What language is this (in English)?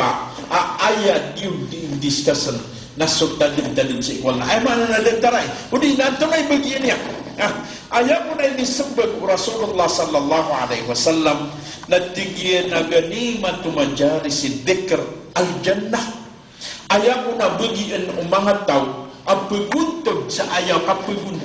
Maranao